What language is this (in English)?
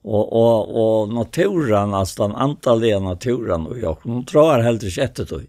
Faroese